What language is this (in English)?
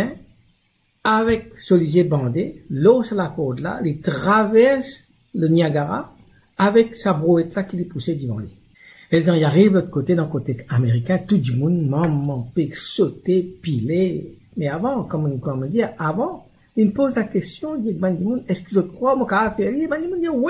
Morisyen